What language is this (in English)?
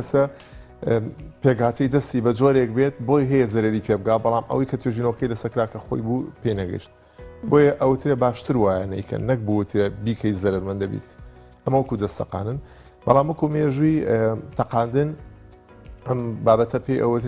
Central Kurdish